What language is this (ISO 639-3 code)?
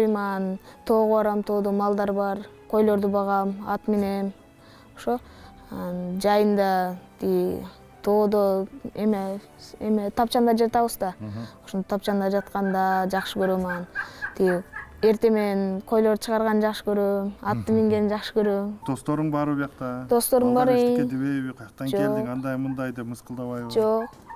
kir